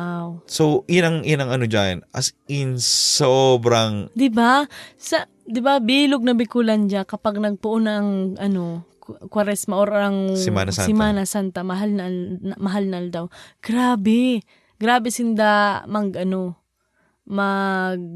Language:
Bikol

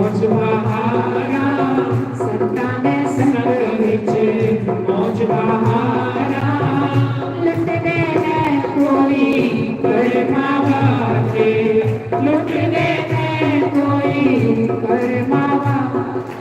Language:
Dogri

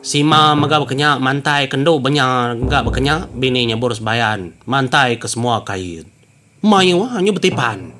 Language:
Iban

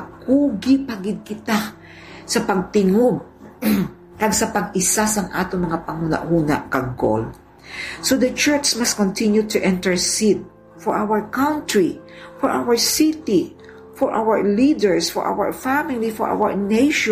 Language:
Hiligaynon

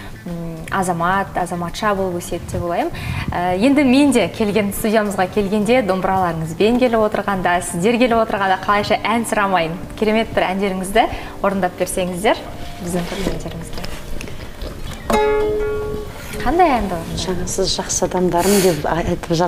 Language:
Kazakh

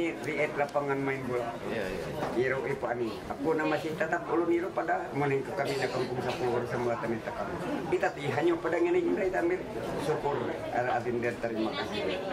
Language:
Ma'anyan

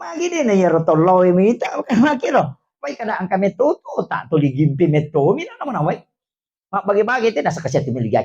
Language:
Buginese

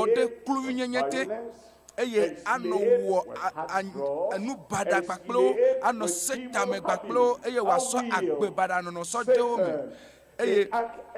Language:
Ewe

